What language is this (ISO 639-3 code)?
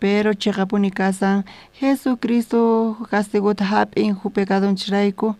quh